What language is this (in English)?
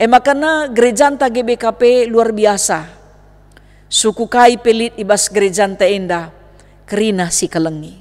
Batak Karo